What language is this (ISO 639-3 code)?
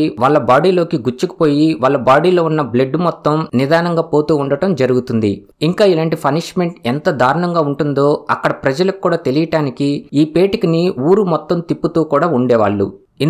tel